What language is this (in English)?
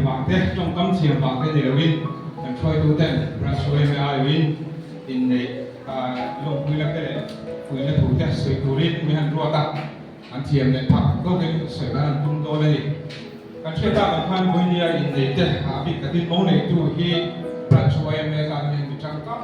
Mizo